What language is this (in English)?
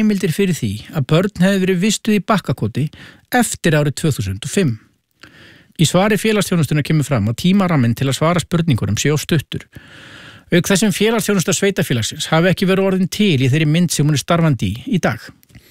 Icelandic